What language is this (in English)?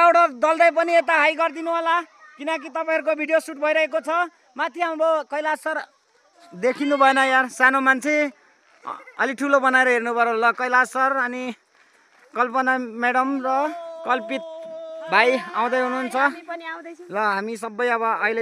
Nepali